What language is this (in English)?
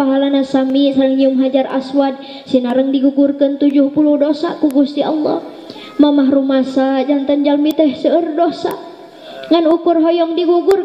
Sundanese